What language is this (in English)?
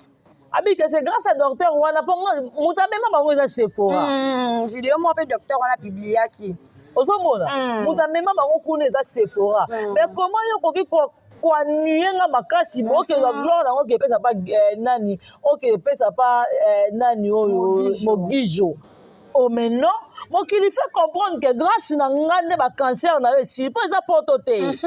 Lingala